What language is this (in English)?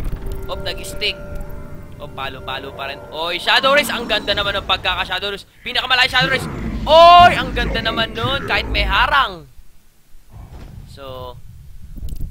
Filipino